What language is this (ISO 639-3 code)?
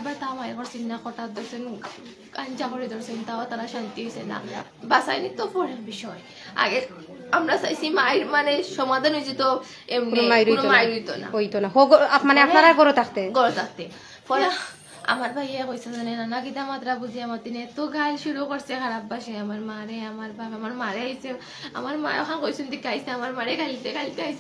syl